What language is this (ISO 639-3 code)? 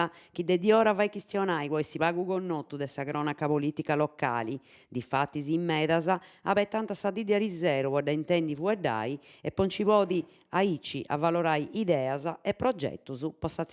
srd